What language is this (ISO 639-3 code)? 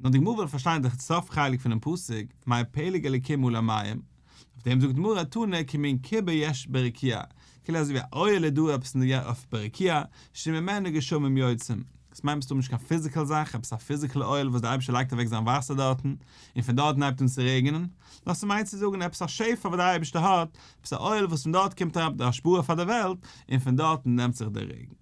yid